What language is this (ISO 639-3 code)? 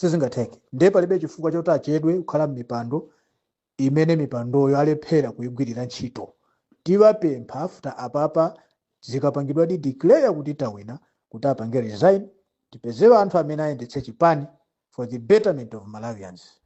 nya